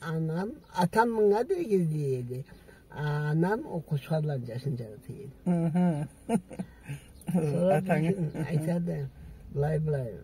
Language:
Karachay-Balkar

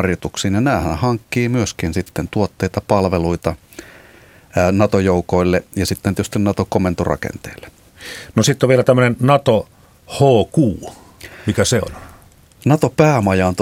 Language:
Finnish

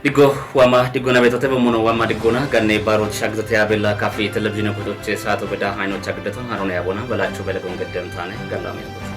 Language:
Kafa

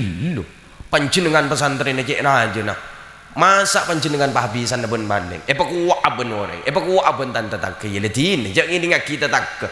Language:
Madurese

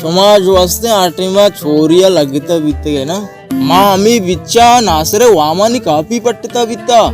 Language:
Baluchi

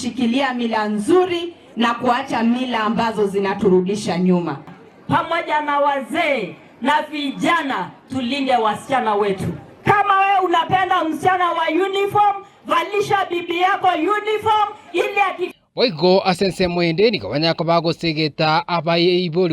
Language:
Gusii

